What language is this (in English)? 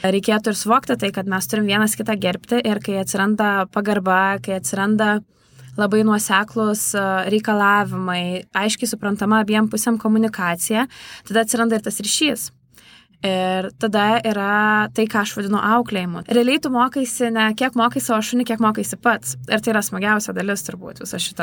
Lithuanian